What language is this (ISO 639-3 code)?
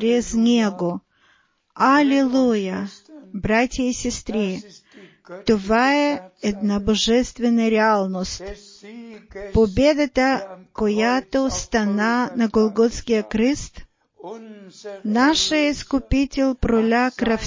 bul